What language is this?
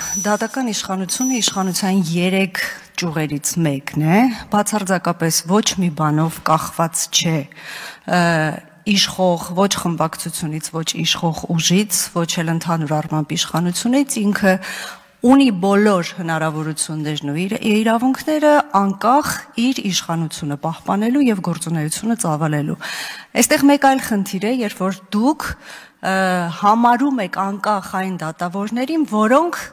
Armenian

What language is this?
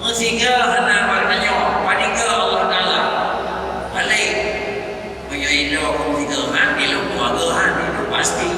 Achinese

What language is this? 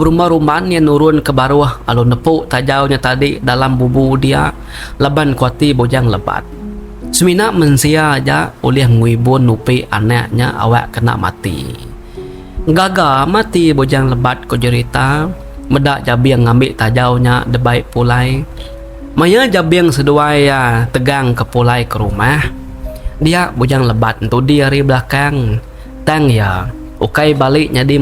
Iban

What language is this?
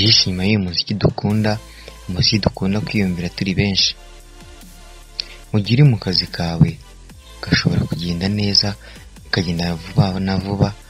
Kinyarwanda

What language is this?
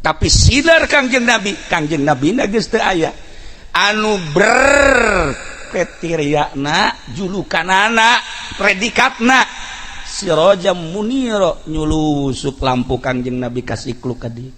Sundanese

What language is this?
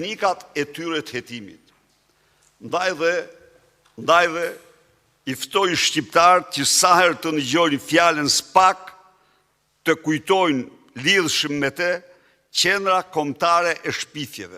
Albanian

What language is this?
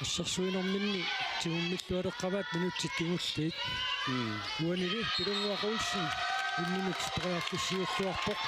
Kalaallisut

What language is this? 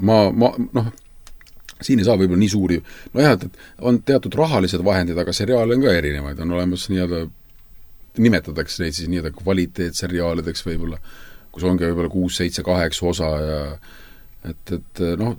Estonian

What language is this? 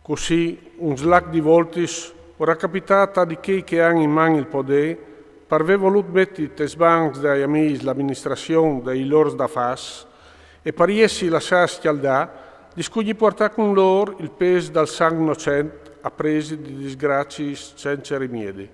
Friulian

